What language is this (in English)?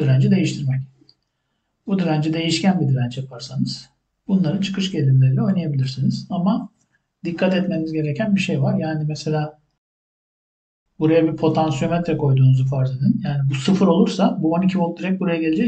Turkish